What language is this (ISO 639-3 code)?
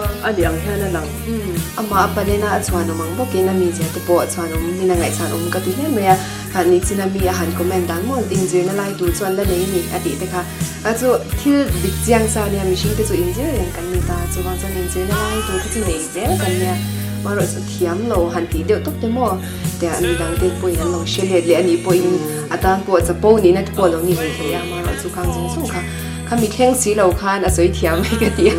lus